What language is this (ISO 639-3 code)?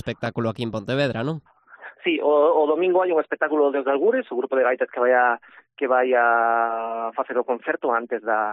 glg